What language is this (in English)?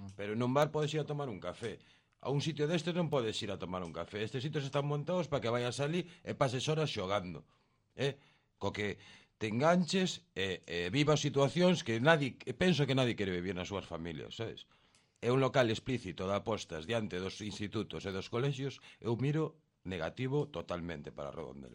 Galician